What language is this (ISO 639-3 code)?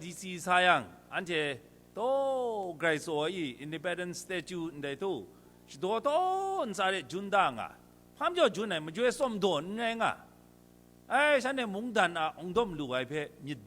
kac